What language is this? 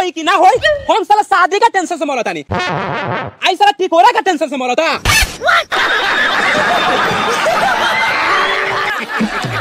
Bhojpuri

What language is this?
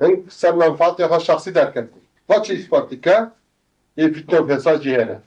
Kurdish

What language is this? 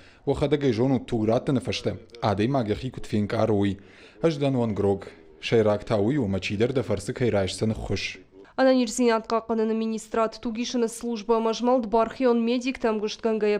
Ossetic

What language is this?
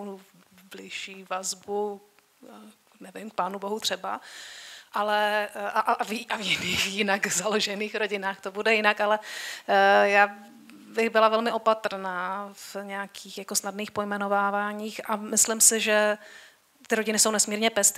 Czech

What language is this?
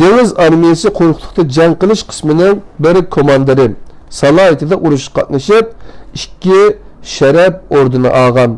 Uyghur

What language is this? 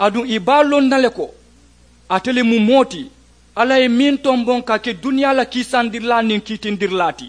Mandingo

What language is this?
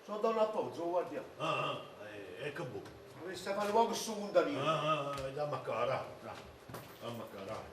Neapolitan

